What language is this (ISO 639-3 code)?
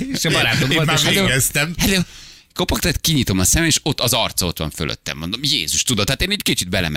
hun